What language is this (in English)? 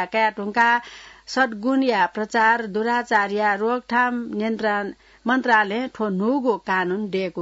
Newari